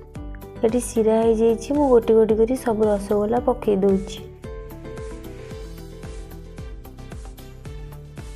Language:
Odia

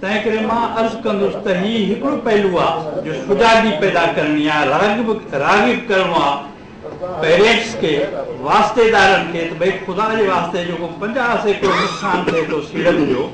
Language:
Sindhi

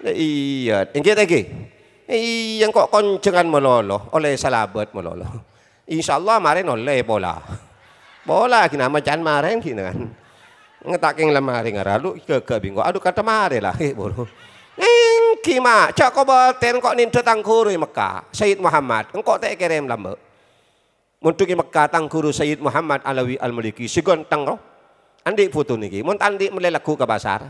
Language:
Madurese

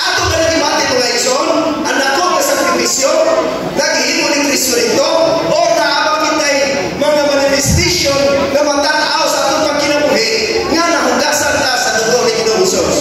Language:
Cebuano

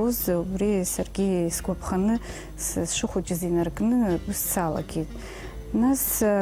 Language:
Abkhazian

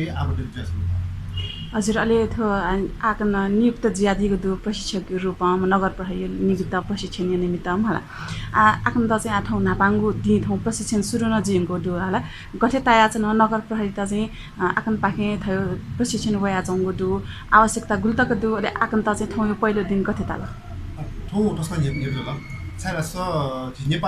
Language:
Newari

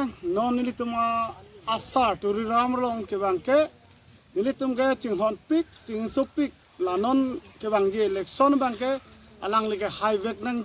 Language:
Karbi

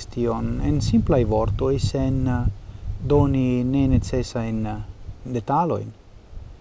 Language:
Esperanto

